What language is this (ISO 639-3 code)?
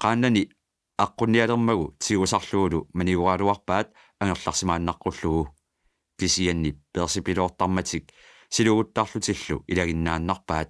kal